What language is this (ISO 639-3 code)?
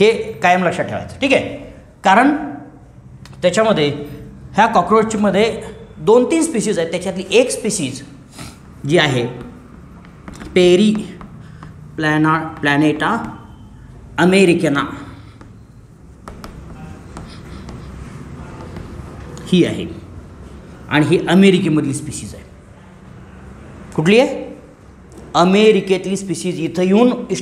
mar